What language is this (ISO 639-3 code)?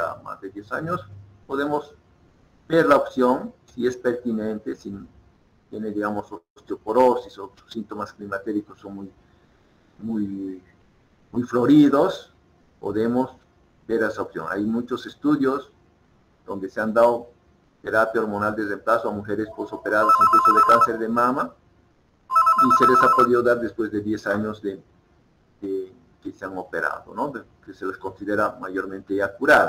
spa